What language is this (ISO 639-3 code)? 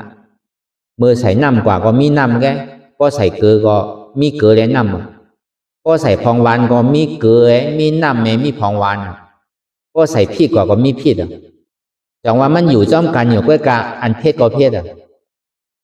shn